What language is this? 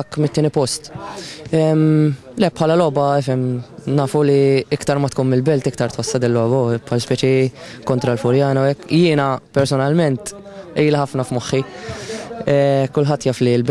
Maltese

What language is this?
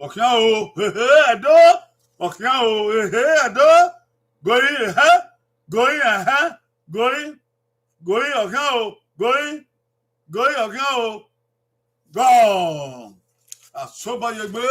Bini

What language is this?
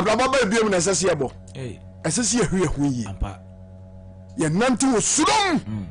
Akan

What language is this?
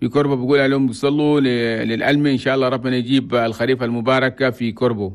Chadian Arabic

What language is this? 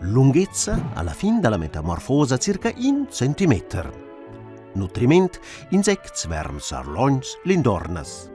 Romansh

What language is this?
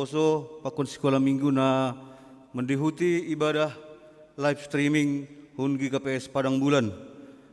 Batak Simalungun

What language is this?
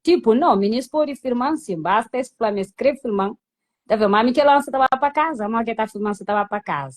Kabuverdianu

